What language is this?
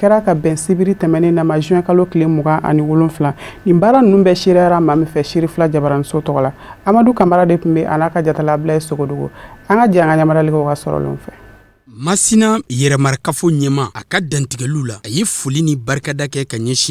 Bambara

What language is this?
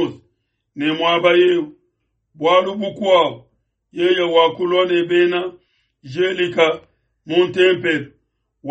Luba-Lulua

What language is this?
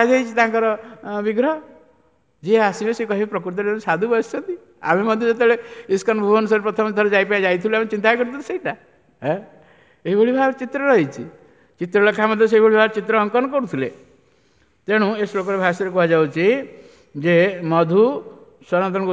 Odia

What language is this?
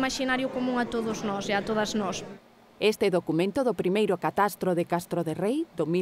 Galician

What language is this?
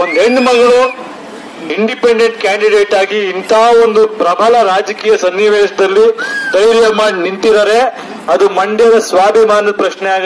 Kannada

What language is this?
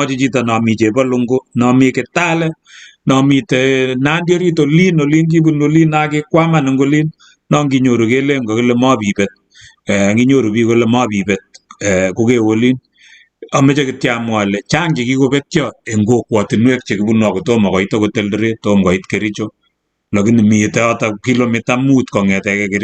Kalenjin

